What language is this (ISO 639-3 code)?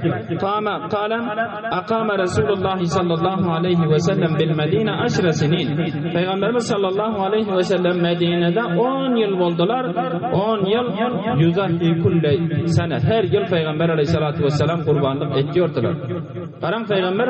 tuk